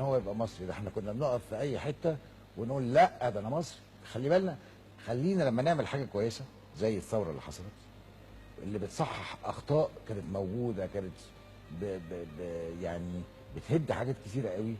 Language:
Egyptian Arabic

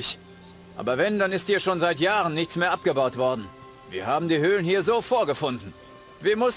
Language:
Bavarian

